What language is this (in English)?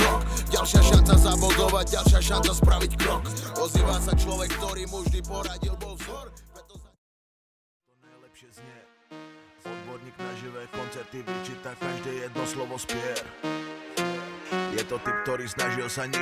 Slovak